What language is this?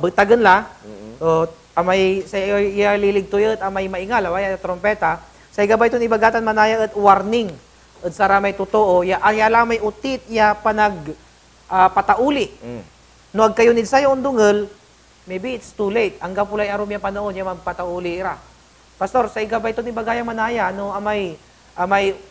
Pangasinan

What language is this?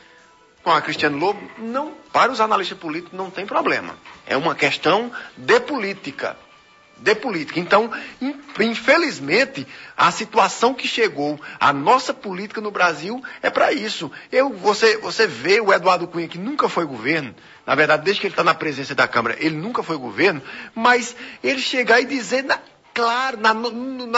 Portuguese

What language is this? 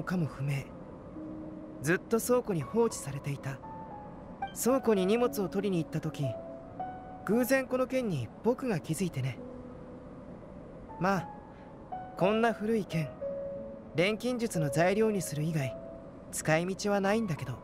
Japanese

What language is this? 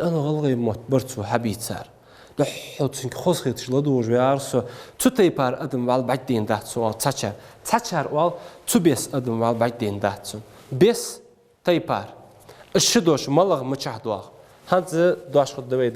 Ingush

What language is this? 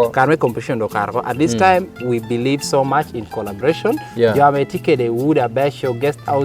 Lango (Uganda)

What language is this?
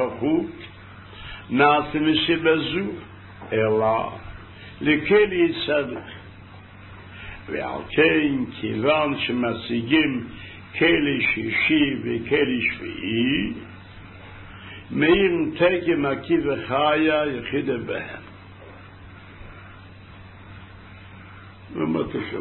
Hebrew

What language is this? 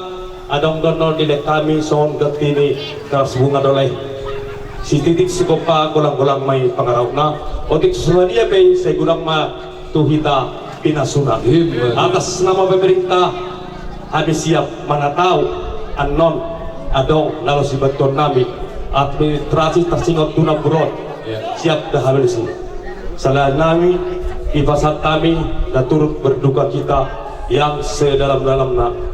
Batak Toba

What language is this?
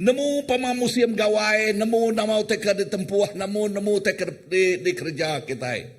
Iban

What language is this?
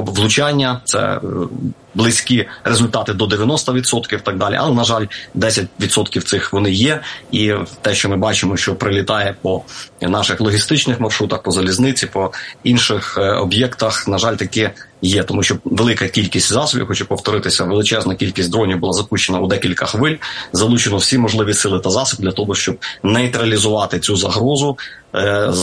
Ukrainian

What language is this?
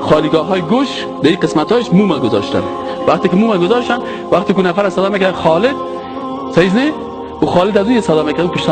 Persian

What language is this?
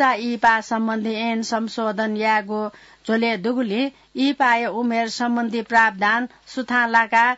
Newari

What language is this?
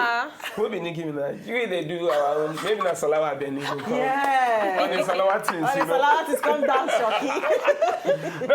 Nigerian Pidgin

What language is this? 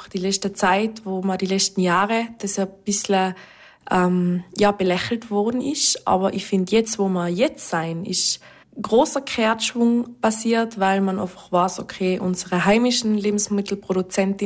German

